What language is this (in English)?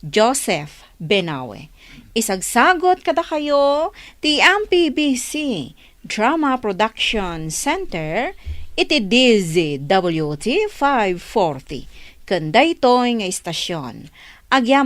Iloko